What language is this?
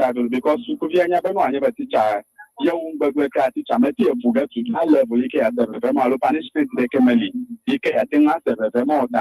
Ewe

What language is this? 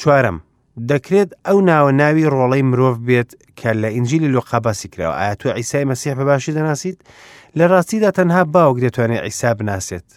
Central Kurdish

